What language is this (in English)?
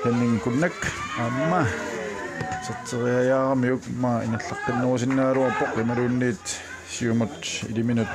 Kalaallisut